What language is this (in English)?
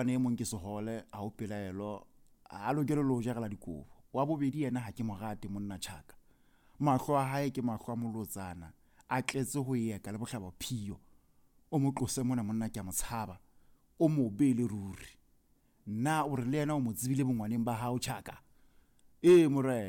Southern Sotho